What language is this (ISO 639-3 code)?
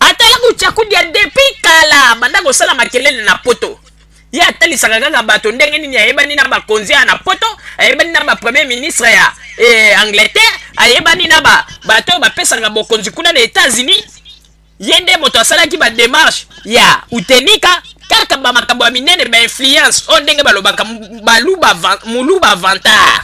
lin